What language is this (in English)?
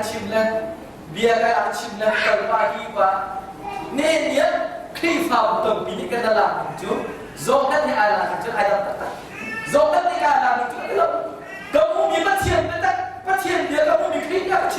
Hakha Chin